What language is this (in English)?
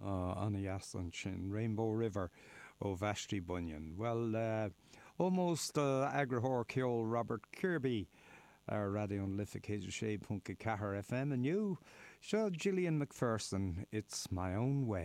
Irish